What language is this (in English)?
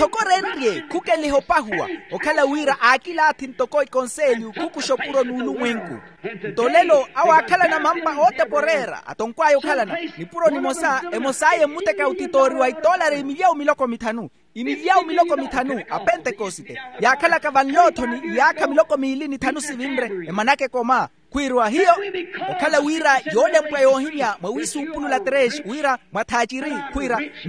Makhuwa